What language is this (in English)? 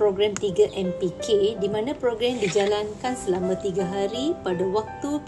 Malay